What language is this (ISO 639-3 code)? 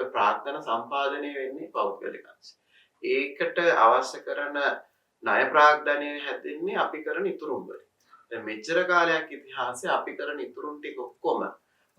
sin